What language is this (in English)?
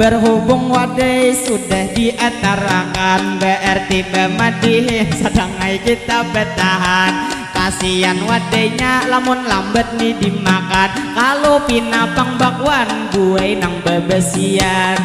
Banjar